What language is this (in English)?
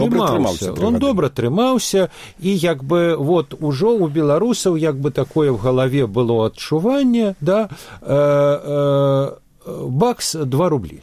Belarusian